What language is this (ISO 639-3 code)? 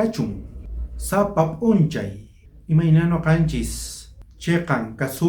quh